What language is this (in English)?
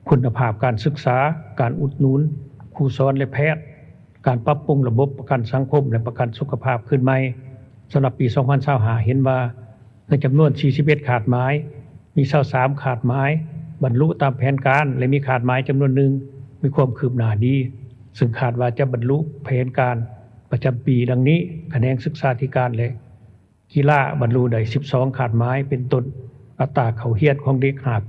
Lao